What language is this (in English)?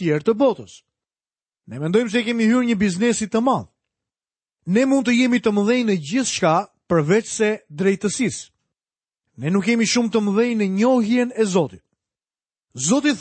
Albanian